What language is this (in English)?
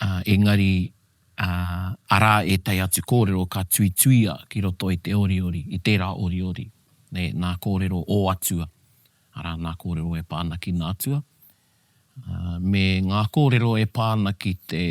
Māori